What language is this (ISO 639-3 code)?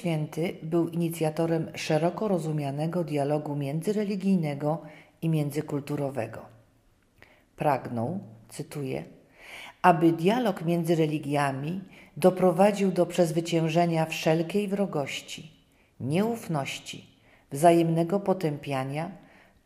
pol